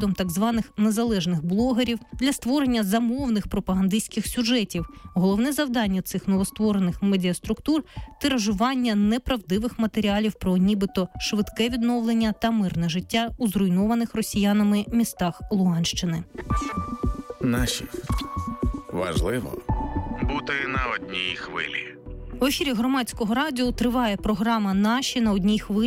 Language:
Ukrainian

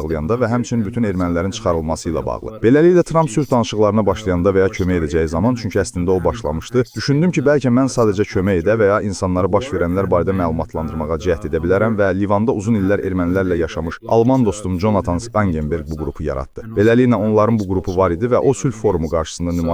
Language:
Azerbaijani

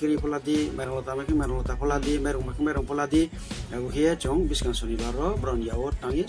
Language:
Riang (India)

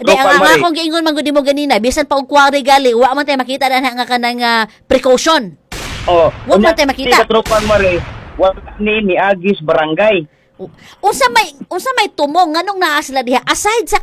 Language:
Cebuano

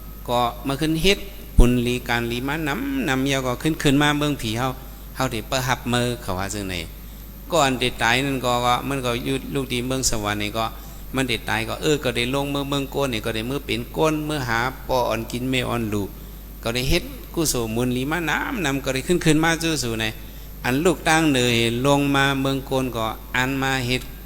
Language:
Shan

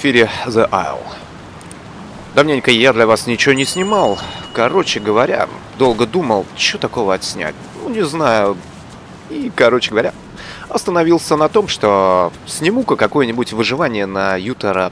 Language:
Russian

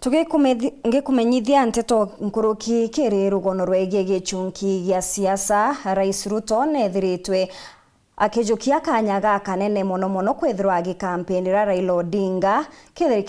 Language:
Meru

